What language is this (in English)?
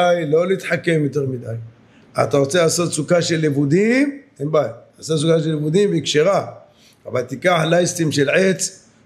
Hebrew